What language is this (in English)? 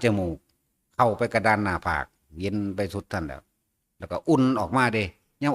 Northeastern Thai